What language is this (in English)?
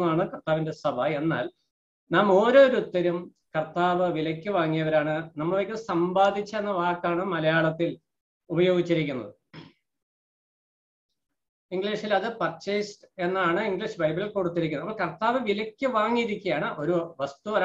Malayalam